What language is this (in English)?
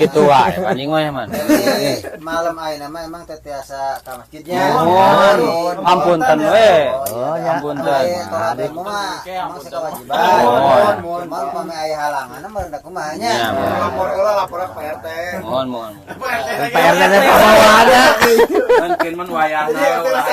Sundanese